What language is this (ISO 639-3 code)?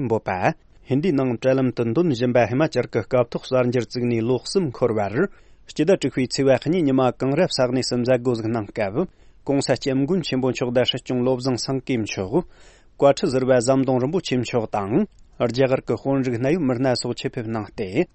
bod